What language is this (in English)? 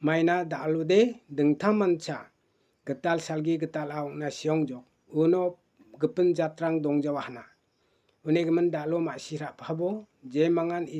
Garo